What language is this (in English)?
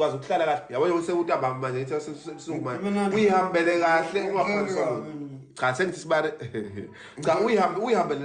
Zulu